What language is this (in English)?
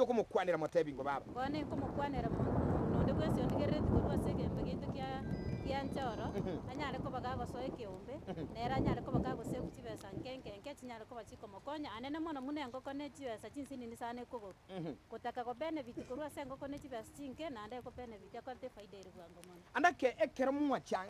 Gusii